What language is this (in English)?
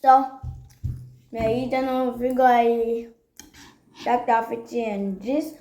Jamaican Creole English